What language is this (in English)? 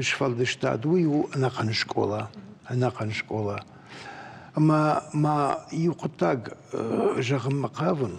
Ossetic